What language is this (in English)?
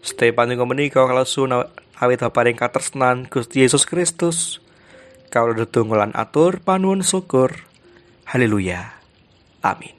Javanese